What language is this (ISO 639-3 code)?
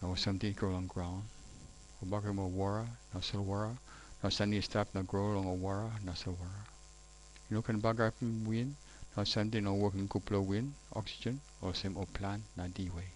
tpi